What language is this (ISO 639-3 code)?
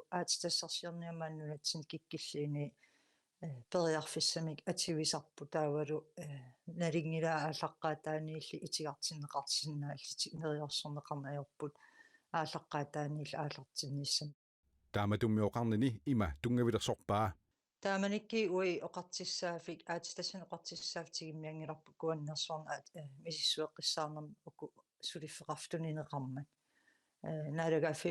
kal